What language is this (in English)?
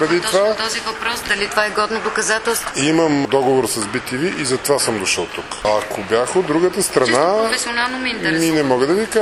Bulgarian